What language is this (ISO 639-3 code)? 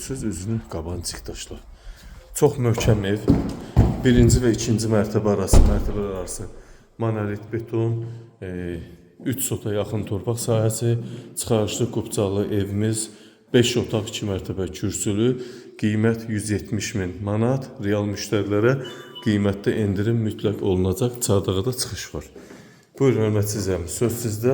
aze